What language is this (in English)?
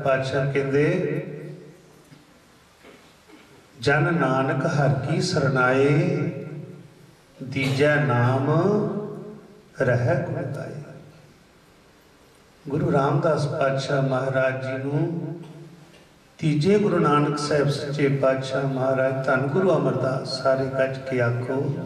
Punjabi